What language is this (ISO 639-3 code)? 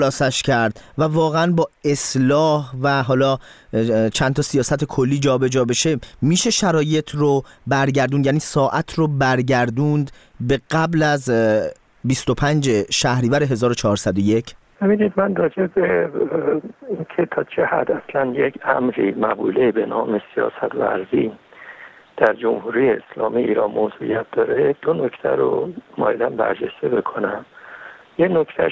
fas